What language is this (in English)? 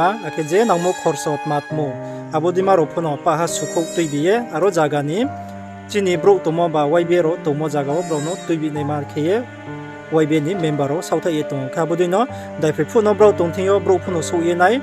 Riang (India)